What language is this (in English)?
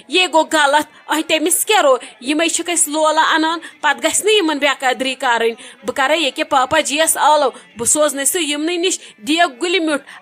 Kashmiri